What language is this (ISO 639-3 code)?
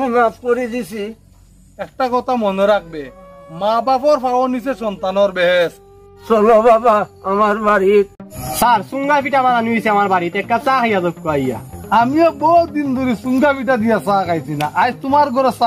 syl